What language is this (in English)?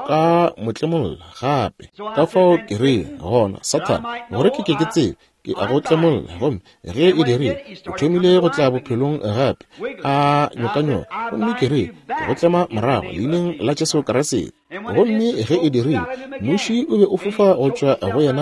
Northern Sotho